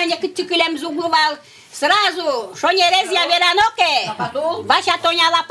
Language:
Udmurt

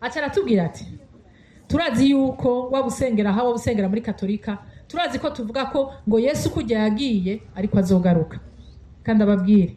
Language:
Rundi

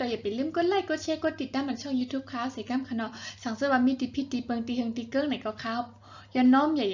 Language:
Shan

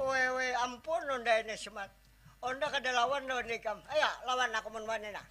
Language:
Banjar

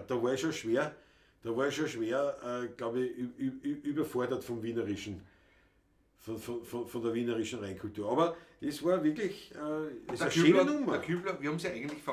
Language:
Bavarian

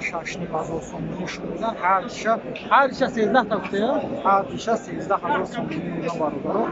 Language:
Tajik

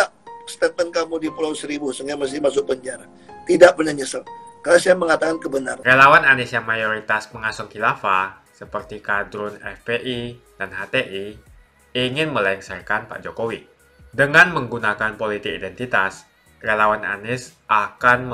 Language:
Indonesian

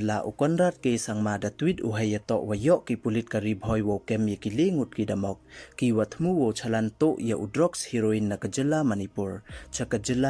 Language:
Pnar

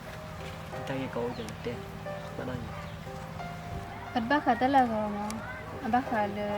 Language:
S'gaw Karen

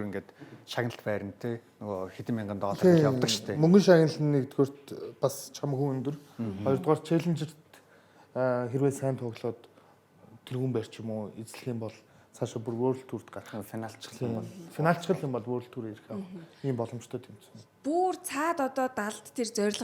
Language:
Mongolian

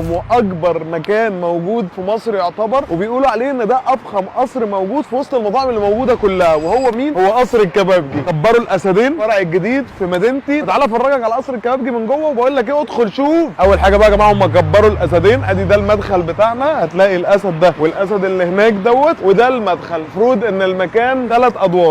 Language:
Egyptian Arabic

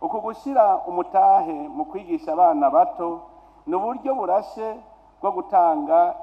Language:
Rundi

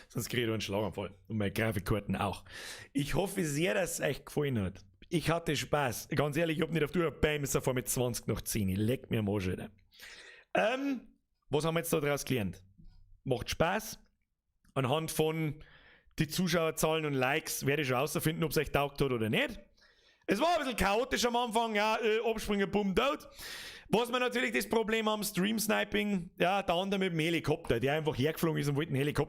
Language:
Bavarian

